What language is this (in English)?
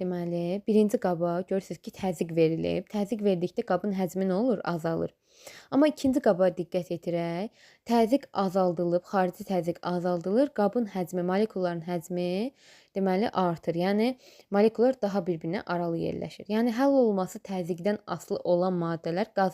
Azerbaijani